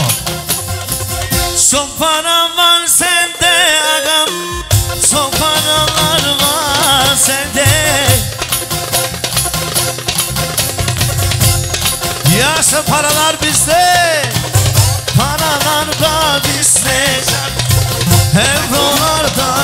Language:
Turkish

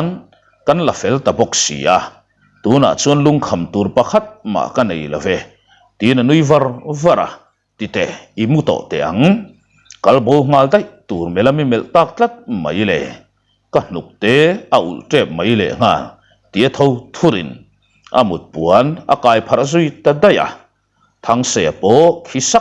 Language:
Mizo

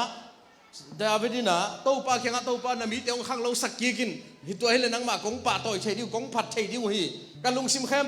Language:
Tedim Chin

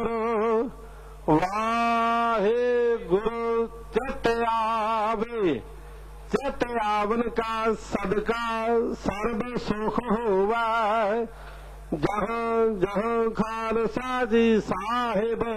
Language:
Punjabi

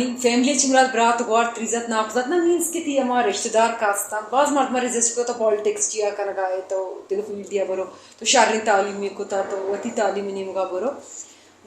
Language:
Brahui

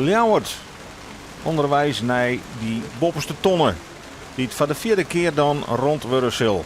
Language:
Western Frisian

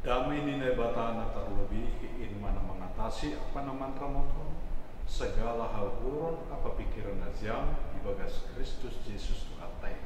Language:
Batak Simalungun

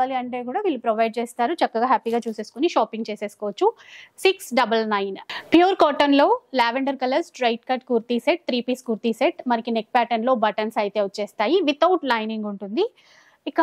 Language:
Telugu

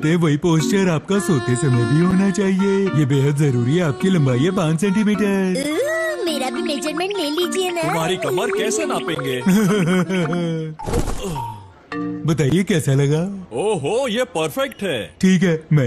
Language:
Hindi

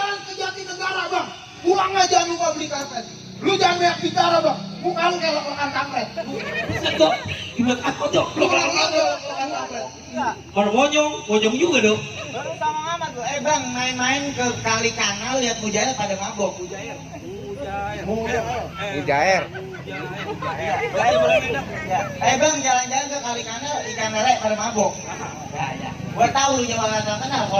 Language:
Betawi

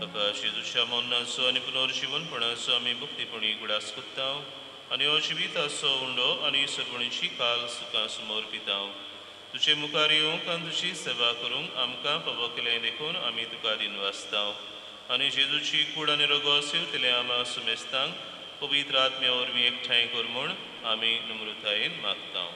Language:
Konkani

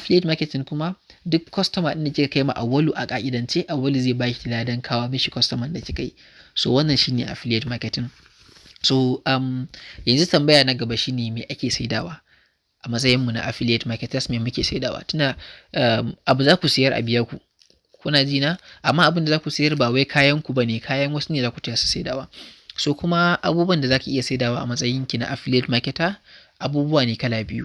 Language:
Hausa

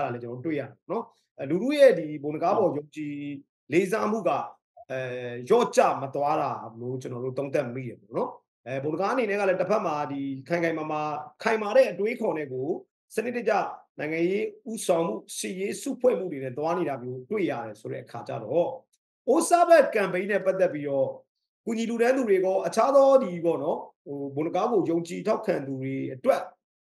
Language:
Burmese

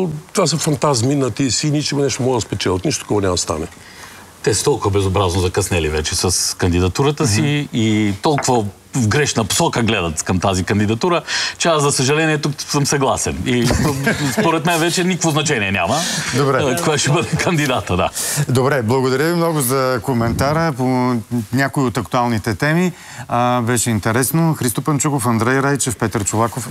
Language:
Bulgarian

